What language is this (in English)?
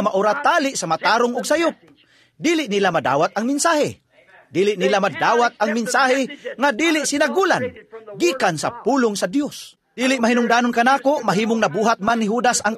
Cebuano